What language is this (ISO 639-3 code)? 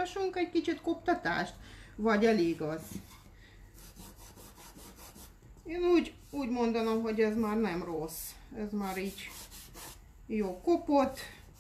hun